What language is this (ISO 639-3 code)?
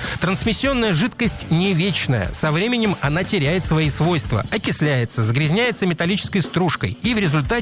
rus